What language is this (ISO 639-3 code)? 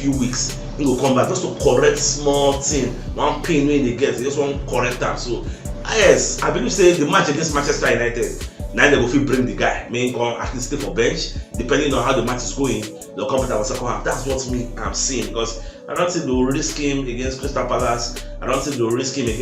pcm